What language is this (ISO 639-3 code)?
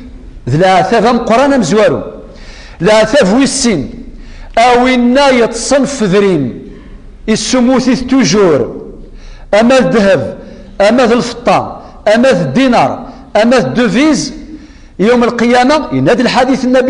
kab